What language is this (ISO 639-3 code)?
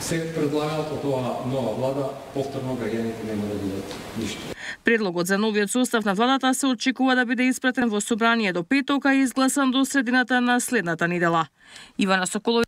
mkd